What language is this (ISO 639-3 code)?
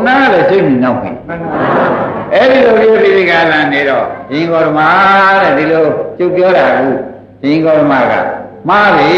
mya